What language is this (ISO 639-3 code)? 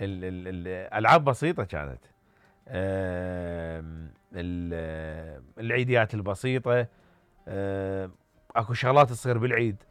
acm